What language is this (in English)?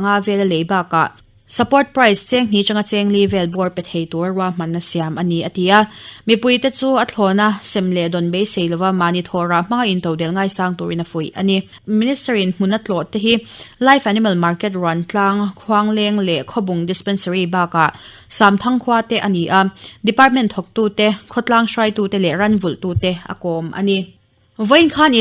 Mizo